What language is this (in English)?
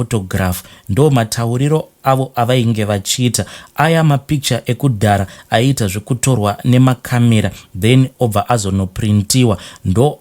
Shona